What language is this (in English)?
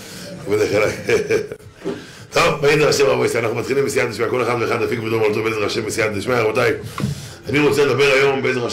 Hebrew